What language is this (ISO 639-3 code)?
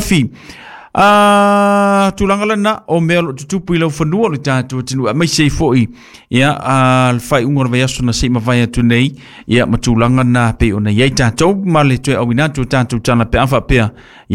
smo